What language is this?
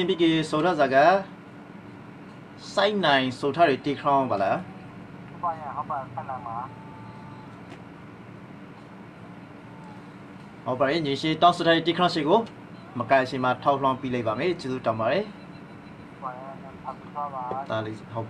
Burmese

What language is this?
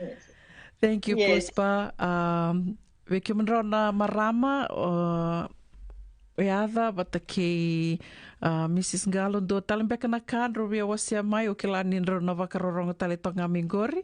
Fijian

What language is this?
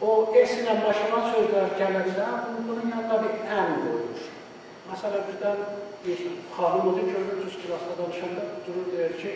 South Azerbaijani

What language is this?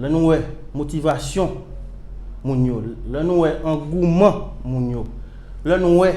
Haitian Creole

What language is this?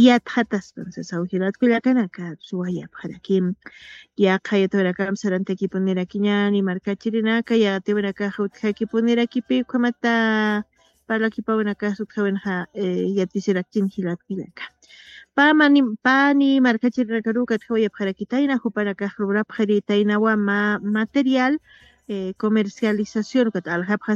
Aymara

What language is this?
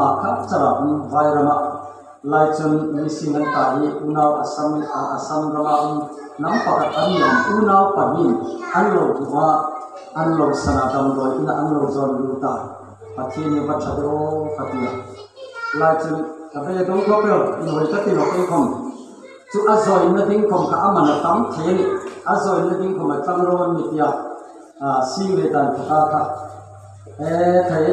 Hmar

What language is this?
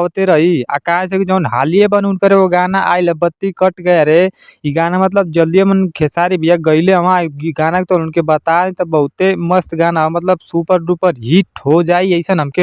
Bhojpuri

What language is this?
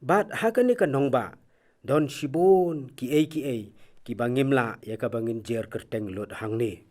Khasi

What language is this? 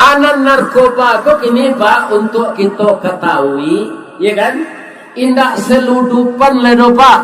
Minangkabau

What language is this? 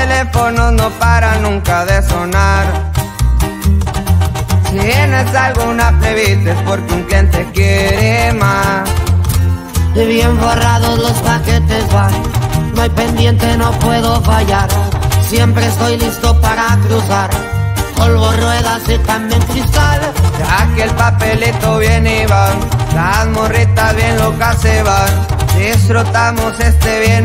Spanish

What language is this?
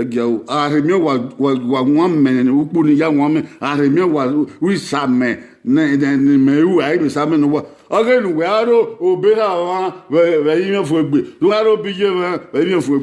Bini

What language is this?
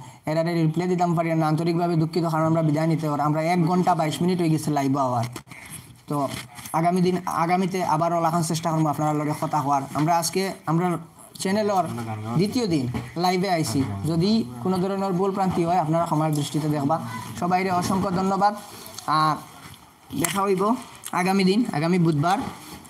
Sylheti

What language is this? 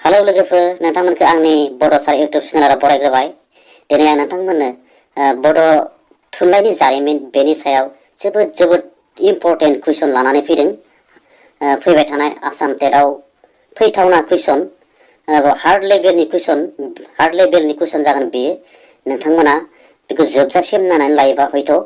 Bodo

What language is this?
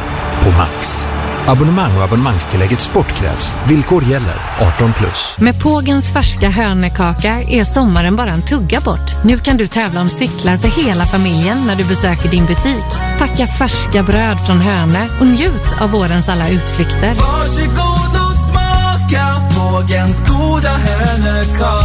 Swedish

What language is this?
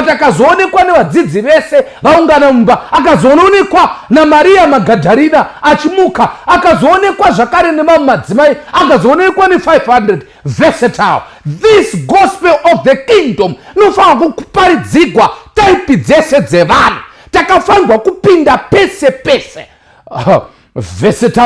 Shona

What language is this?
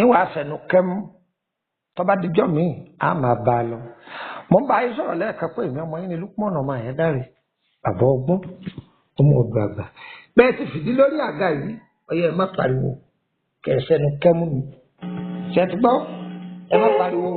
Yoruba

